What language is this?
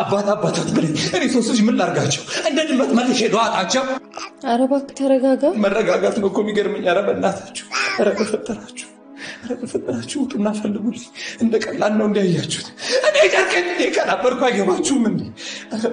Amharic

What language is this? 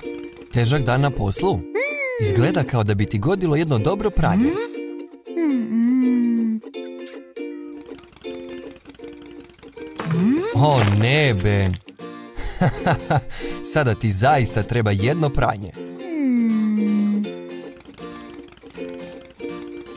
Croatian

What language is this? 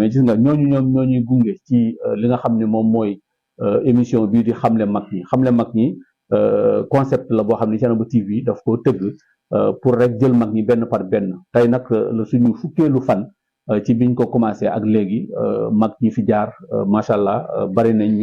Wolof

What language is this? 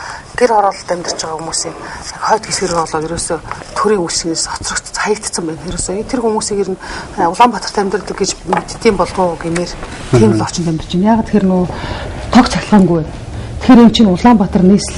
Mongolian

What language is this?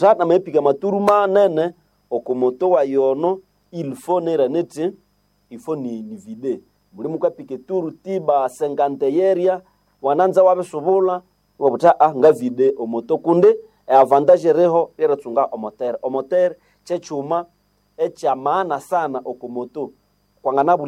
Nande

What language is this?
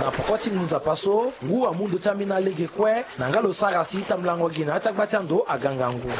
Sango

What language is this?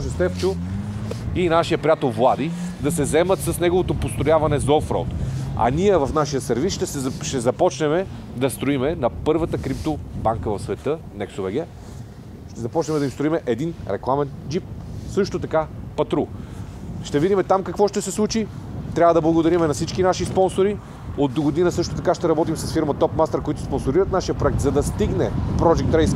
Bulgarian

